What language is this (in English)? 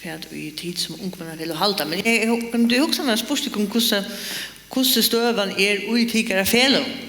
Faroese